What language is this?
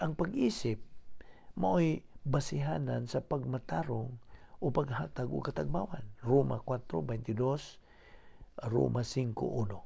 Cebuano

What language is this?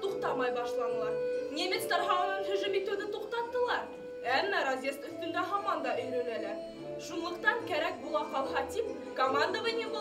Bashkir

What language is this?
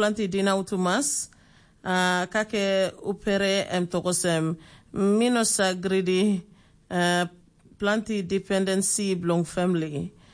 Tok Pisin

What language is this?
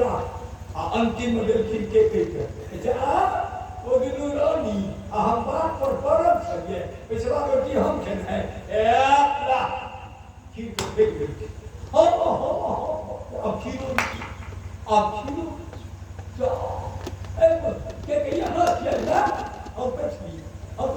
Maithili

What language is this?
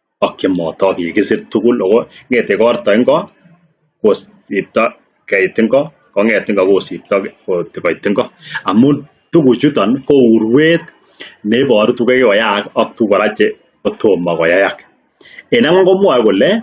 Kalenjin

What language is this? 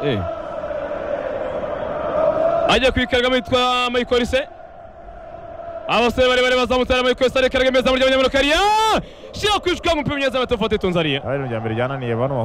Kinyarwanda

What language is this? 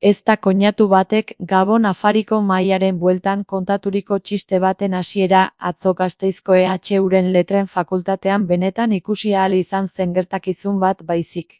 Basque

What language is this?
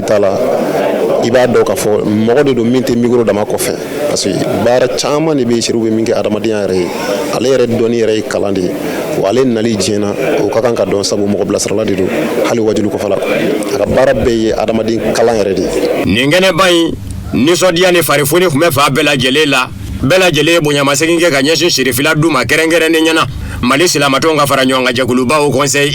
Bambara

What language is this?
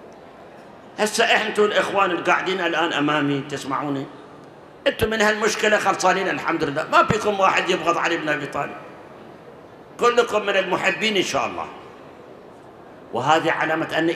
Mesopotamian Arabic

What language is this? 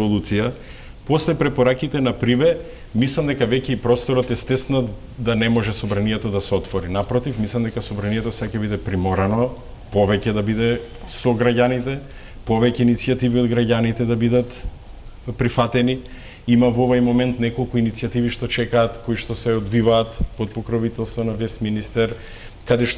Macedonian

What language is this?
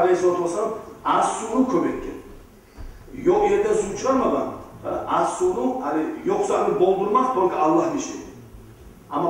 Kumyk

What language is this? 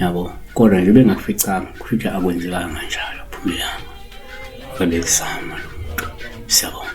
Zulu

